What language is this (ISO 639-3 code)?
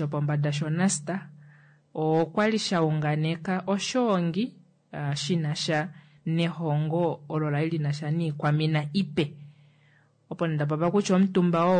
kua